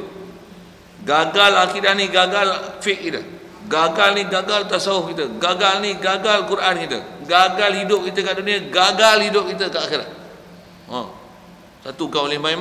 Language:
Malay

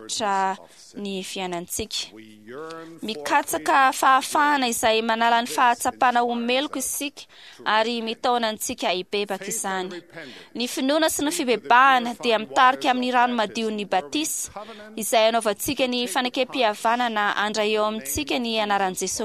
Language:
Malagasy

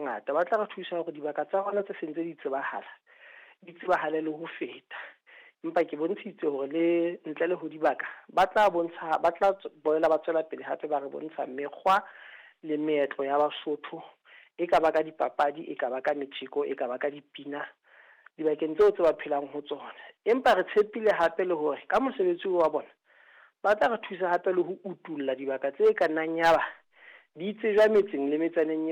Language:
Southern Sotho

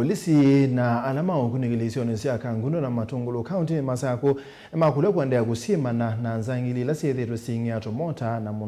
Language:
Kamba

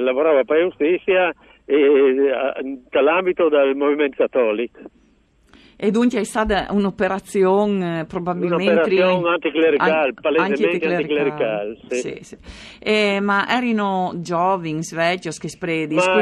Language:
Friulian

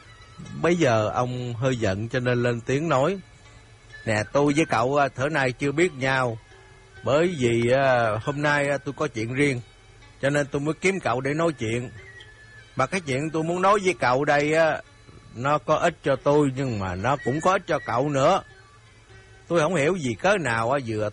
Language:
Vietnamese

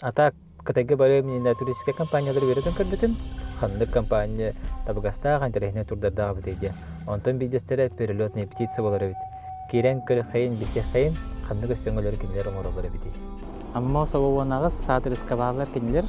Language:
Yakut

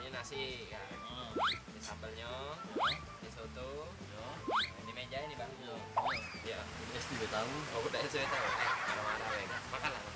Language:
Musi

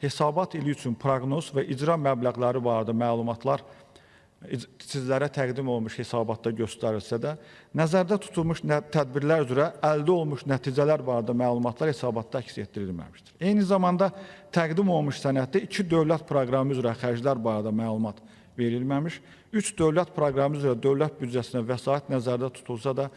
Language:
Azerbaijani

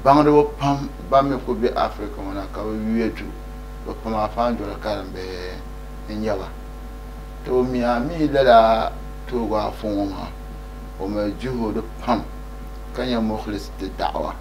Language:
Dagbani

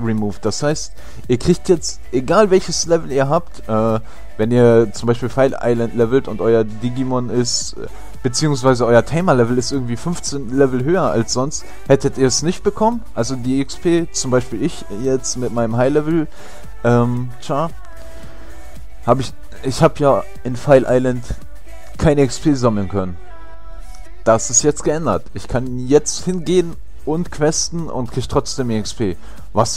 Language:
German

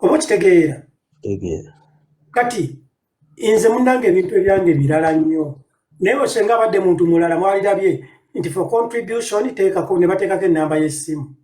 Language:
Ganda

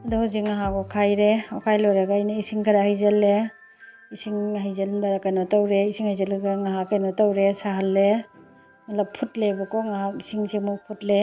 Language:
Manipuri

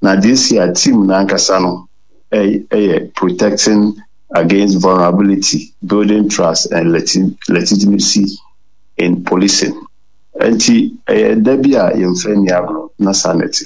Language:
Akan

